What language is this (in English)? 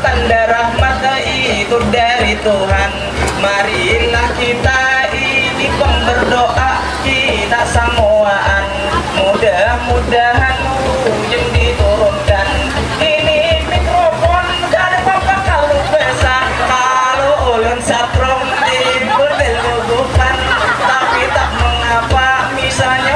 Banjar